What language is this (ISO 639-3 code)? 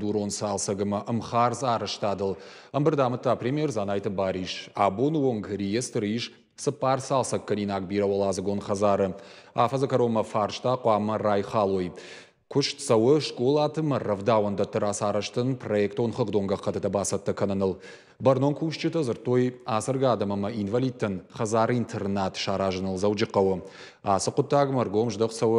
oss